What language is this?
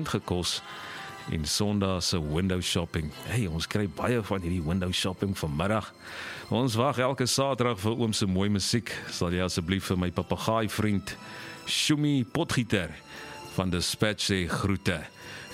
Afrikaans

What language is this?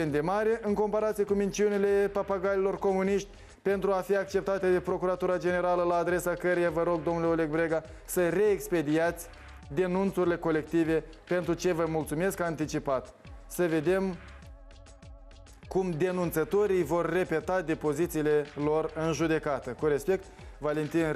Romanian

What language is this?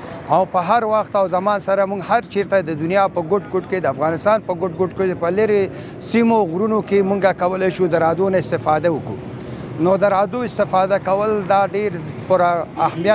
Pashto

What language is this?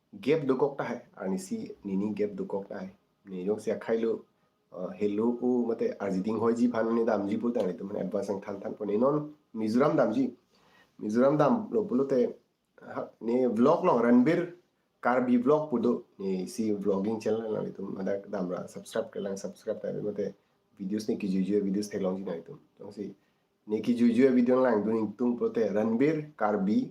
Karbi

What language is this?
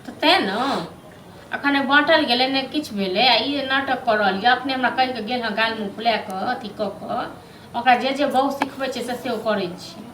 Maithili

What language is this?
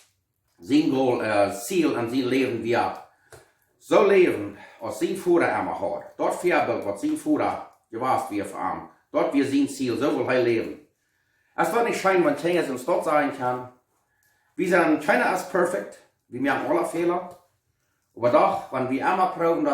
Plautdietsch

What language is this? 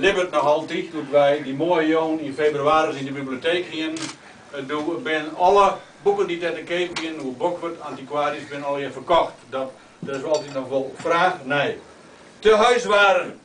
Western Frisian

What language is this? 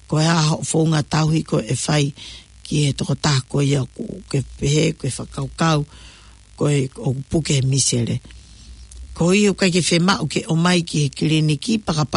Tongan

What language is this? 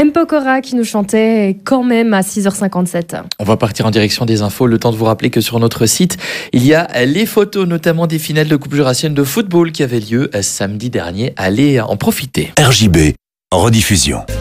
French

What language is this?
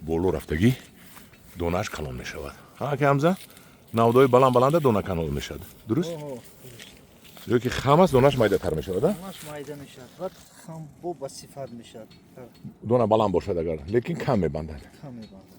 Tajik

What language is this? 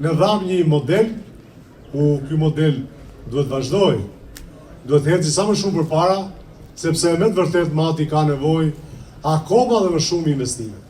Albanian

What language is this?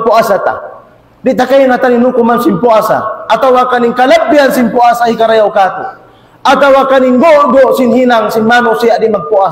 Tausug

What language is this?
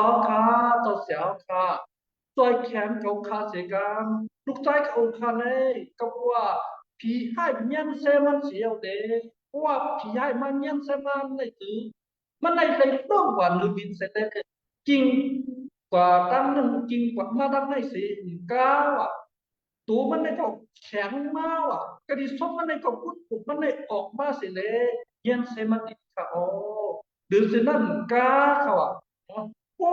Shan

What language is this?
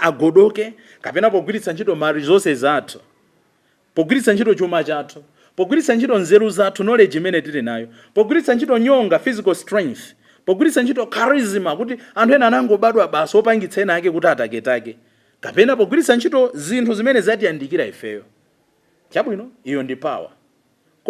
Nyanja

